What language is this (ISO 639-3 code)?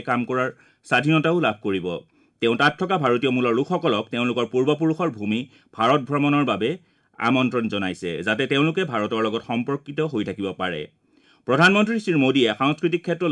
asm